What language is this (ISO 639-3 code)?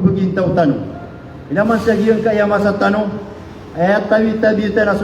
mrw